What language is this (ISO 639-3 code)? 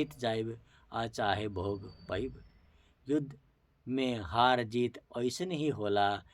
bho